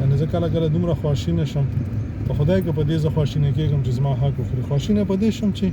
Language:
Pashto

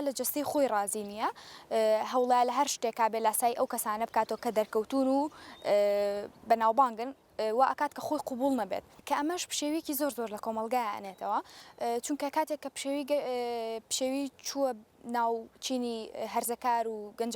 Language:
Central Kurdish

